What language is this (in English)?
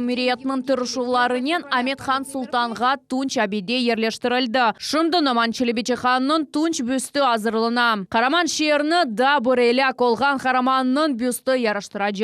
Crimean Tatar